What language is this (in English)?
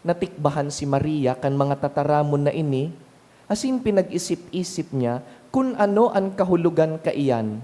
Bikol